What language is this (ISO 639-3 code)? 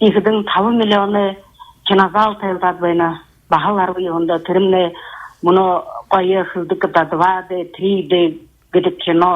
bua